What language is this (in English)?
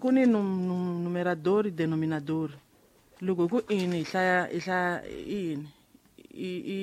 Tsonga